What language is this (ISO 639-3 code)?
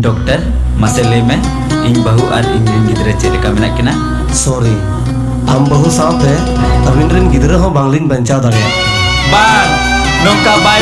sat